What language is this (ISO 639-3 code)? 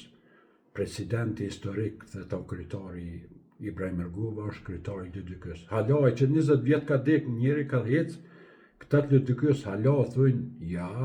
sqi